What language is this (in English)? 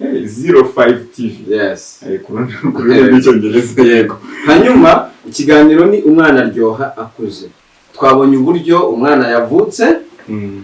Kinyarwanda